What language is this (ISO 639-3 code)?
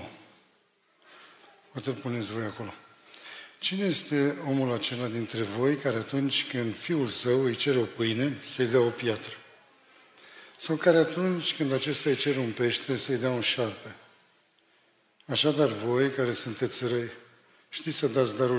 ron